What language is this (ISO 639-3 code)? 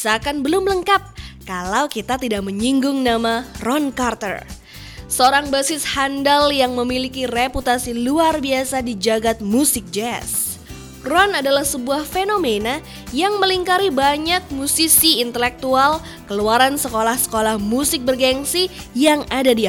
ind